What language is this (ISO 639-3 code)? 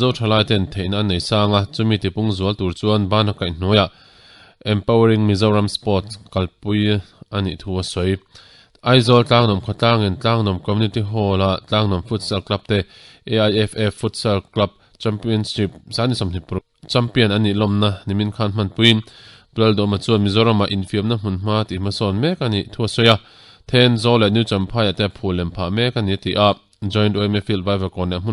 lus